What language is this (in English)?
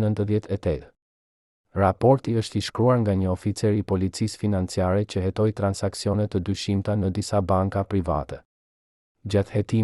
Albanian